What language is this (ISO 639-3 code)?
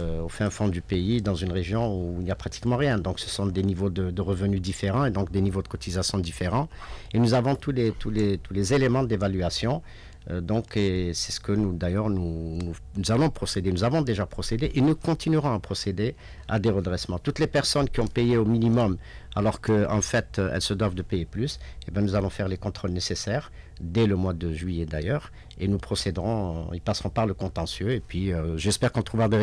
fra